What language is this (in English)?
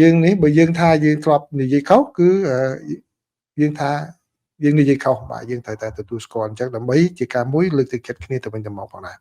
Khmer